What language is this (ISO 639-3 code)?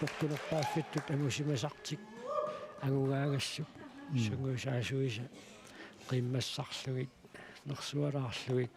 kal